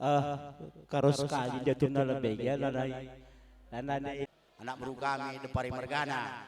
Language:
Batak Karo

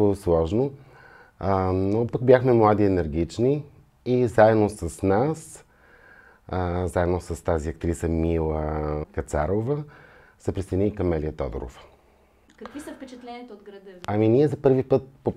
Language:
Bulgarian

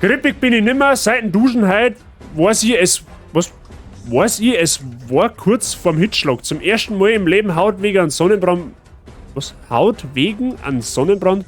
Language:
Bavarian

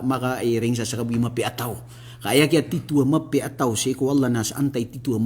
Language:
Maranao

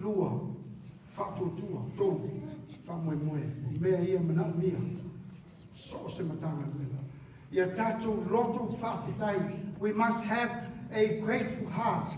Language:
Samoan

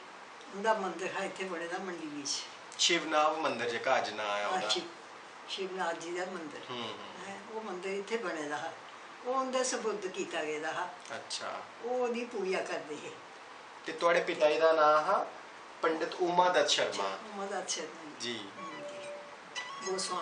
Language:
Dogri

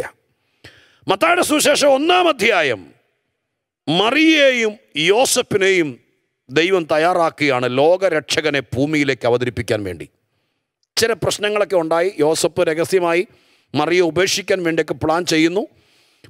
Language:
Malayalam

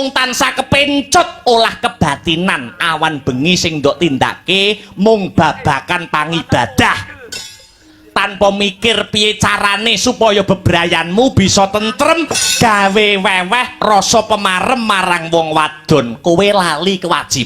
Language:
Javanese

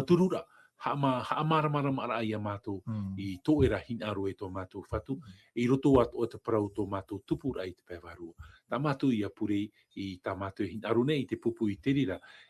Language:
Tahitian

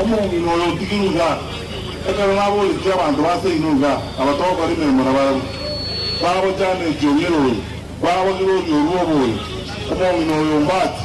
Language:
Gusii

